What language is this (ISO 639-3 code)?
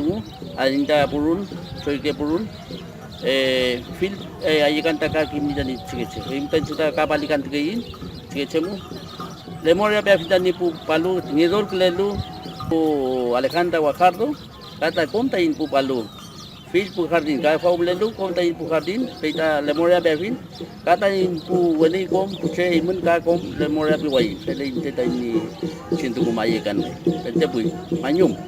arn